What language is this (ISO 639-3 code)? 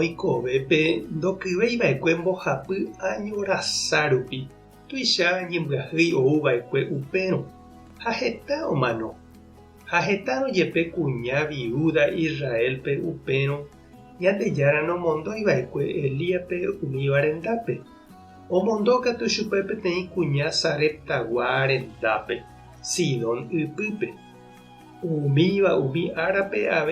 grn